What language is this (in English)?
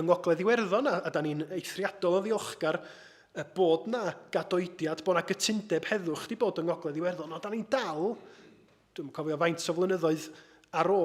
Welsh